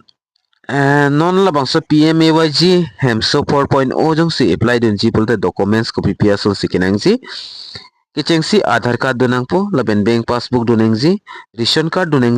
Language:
Karbi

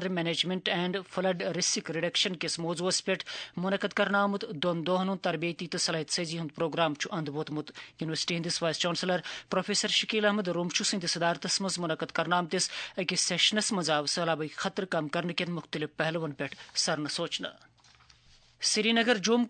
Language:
Kashmiri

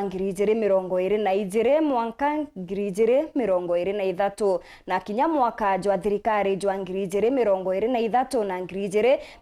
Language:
Meru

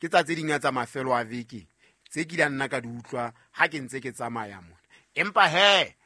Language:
Southern Sotho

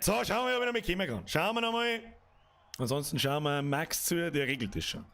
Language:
Bavarian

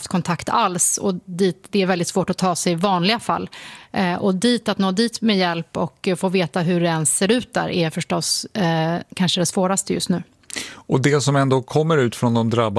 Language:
Swedish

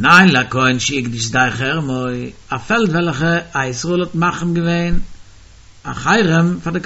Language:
Yiddish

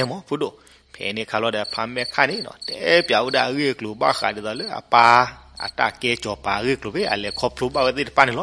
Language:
S'gaw Karen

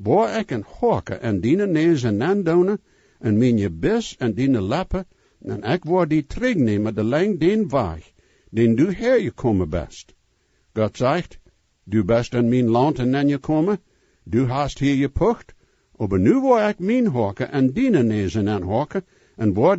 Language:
Plautdietsch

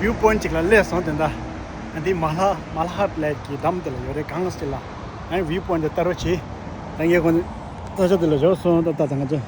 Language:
Tibetan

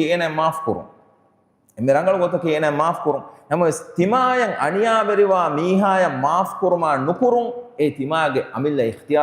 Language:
Divehi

